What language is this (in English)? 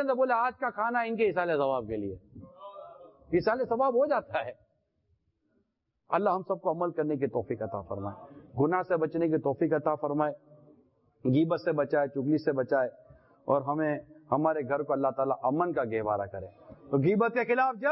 Urdu